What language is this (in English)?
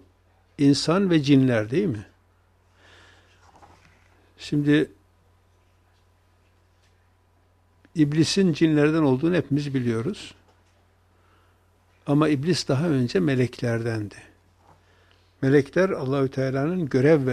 Turkish